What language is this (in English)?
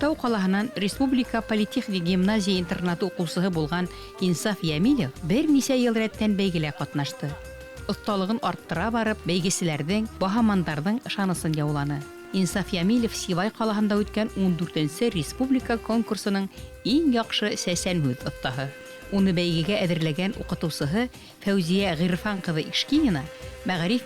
Bashkir